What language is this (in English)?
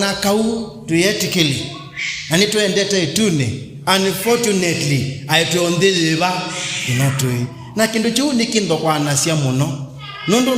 Kamba